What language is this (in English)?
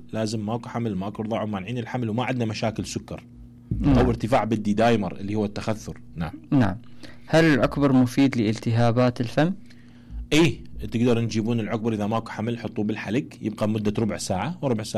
Mesopotamian Arabic